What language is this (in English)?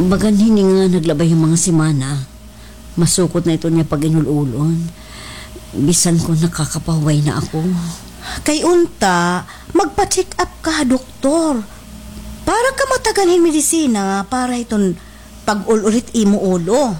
Waray